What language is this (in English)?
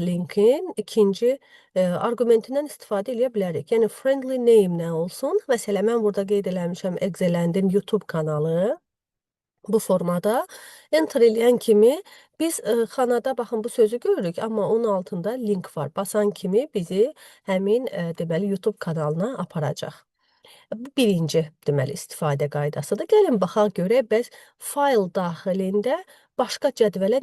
Azerbaijani